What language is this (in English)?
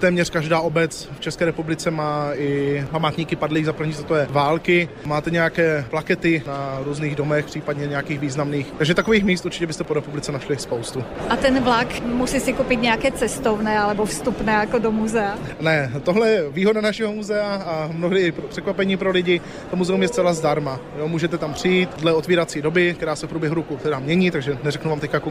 Czech